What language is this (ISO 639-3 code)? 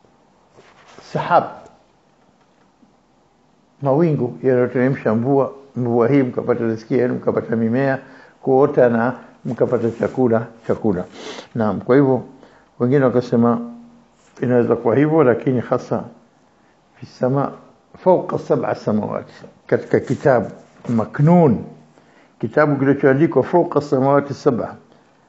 swa